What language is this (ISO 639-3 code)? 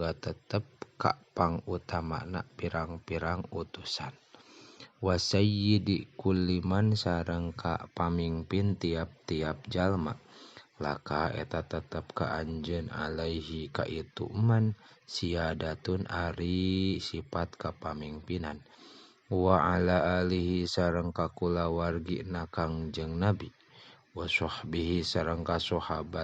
sun